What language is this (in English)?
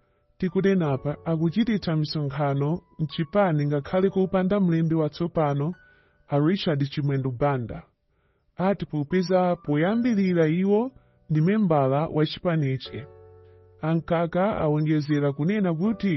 Nyanja